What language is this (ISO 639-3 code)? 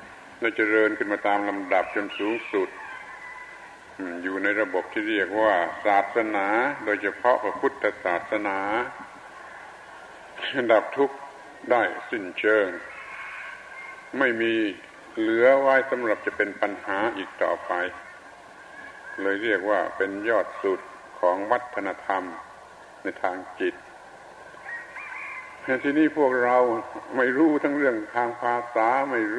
tha